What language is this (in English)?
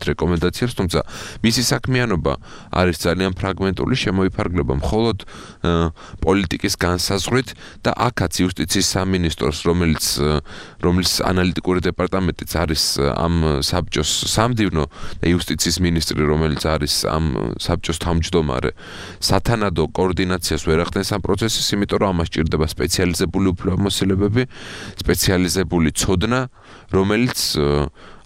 Georgian